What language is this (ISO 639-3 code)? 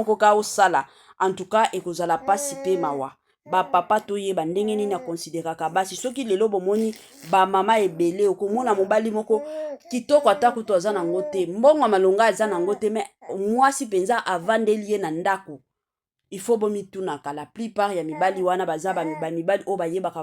lin